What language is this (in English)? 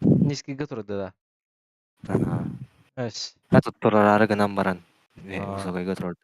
Yakut